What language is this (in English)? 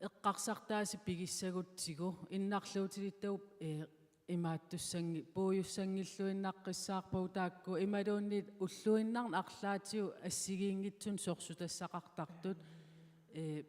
Kalaallisut